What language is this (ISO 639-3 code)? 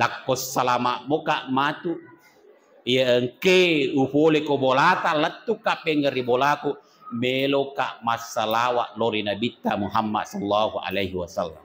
bug